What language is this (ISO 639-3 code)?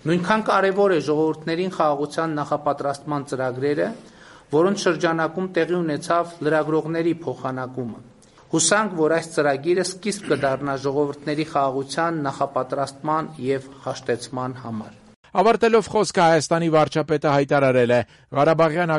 hye